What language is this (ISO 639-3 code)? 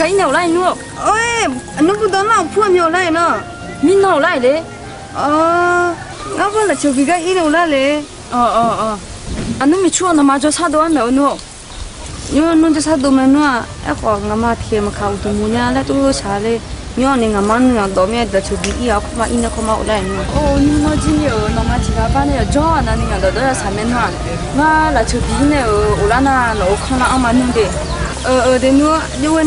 ahk